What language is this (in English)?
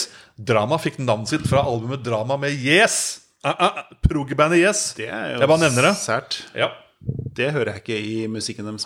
Norwegian